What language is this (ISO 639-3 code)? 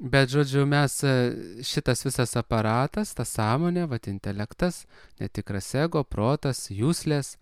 lit